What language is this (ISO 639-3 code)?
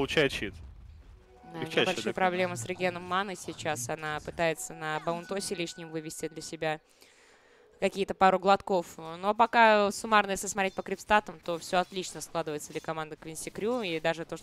rus